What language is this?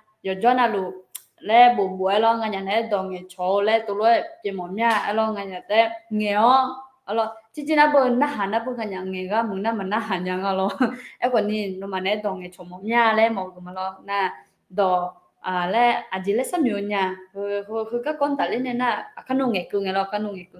Akha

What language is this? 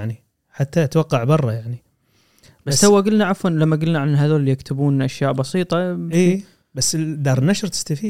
Gulf Arabic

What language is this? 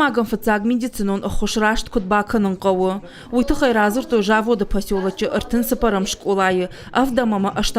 Ossetic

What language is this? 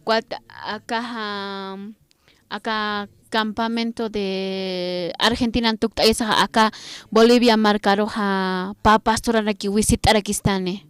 Aymara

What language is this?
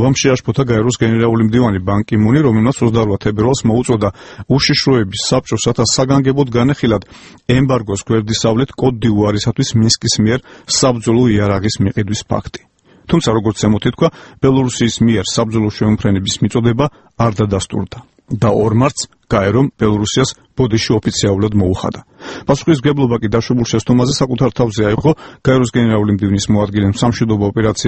Georgian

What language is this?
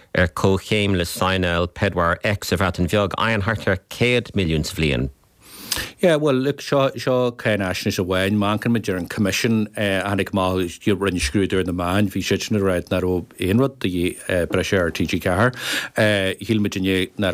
Irish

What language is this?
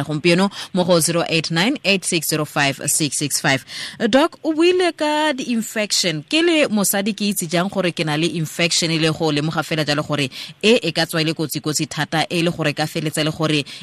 Tswana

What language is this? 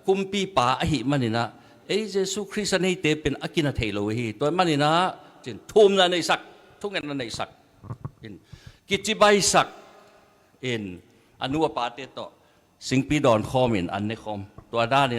Tedim Chin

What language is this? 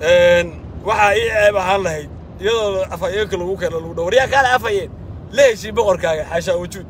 Somali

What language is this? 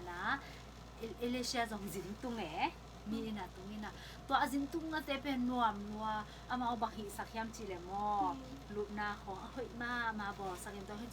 Tedim Chin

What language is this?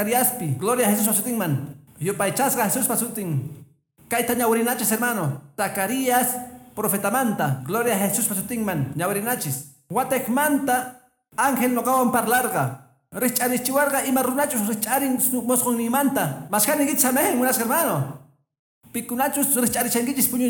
Quechua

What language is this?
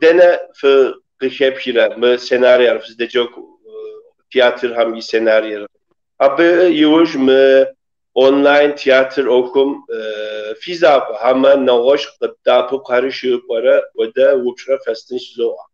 Kabardian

